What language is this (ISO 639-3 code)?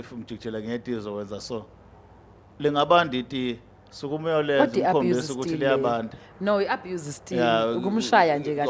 zul